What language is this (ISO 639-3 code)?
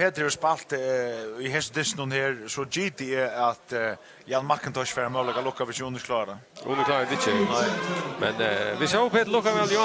fao